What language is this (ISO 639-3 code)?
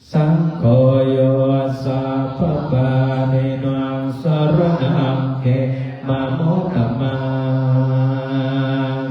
pli